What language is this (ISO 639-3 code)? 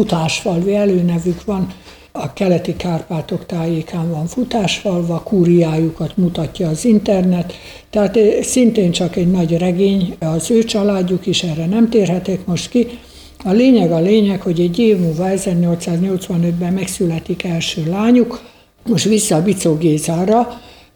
hun